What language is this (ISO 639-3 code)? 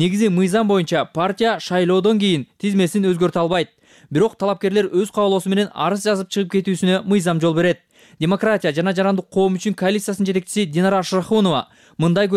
kir